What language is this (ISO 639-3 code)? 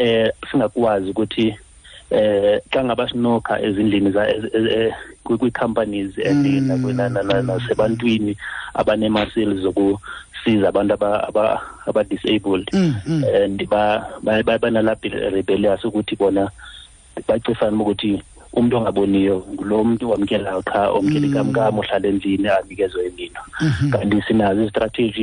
xho